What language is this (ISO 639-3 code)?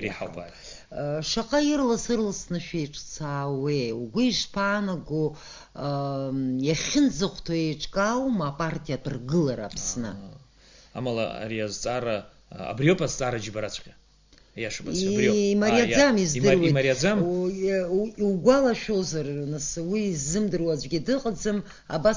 abk